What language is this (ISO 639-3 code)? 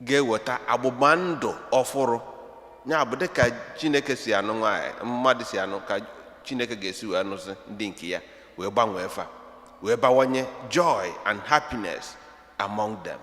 ibo